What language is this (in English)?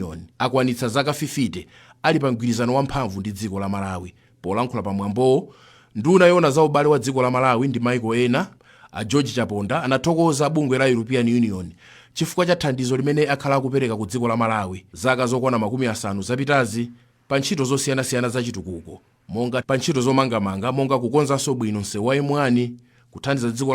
Nyanja